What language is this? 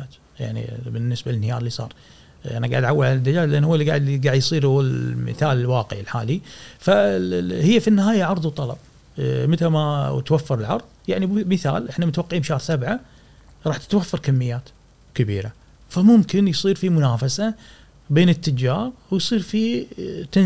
Gulf Arabic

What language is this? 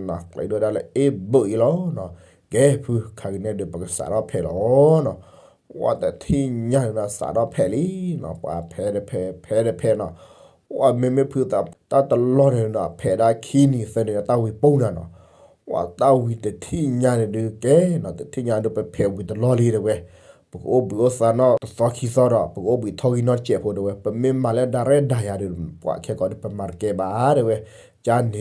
S'gaw Karen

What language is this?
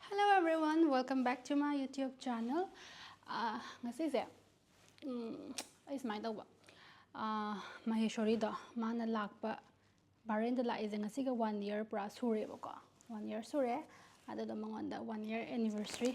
Manipuri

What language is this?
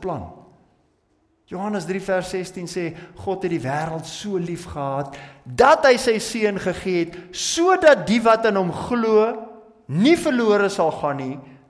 Afrikaans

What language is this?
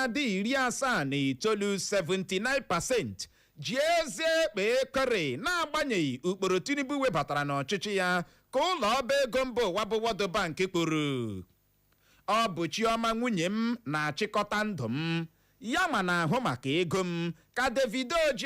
Igbo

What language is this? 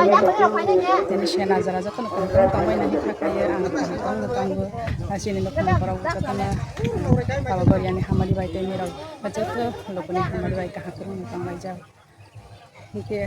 Kok Borok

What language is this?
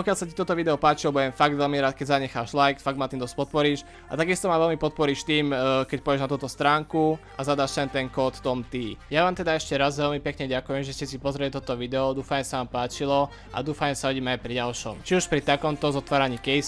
Slovak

